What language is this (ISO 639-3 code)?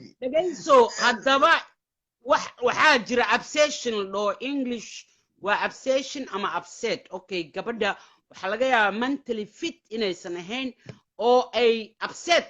som